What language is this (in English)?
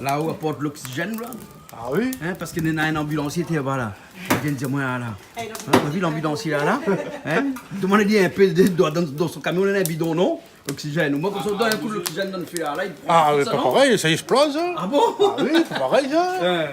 Réunion Creole French